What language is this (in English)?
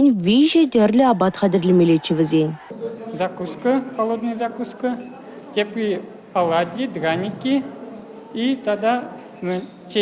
Chuvash